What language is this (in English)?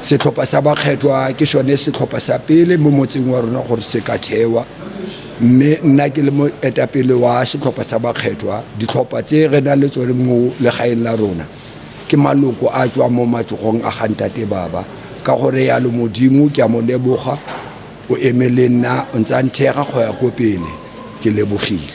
Tswana